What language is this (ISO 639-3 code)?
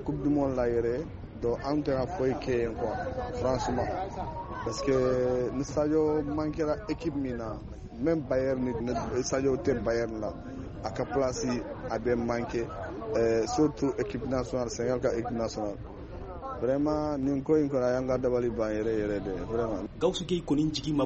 bam